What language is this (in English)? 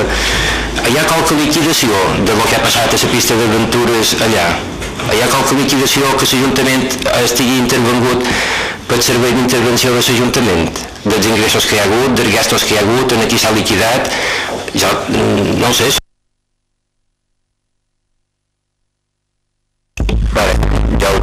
Catalan